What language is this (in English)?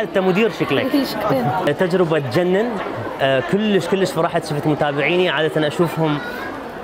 Mesopotamian Arabic